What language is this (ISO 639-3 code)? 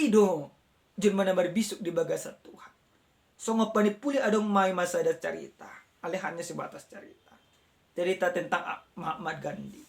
bbc